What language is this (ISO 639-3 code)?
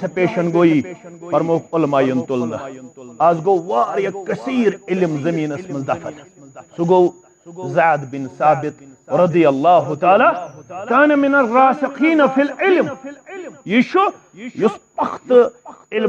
kas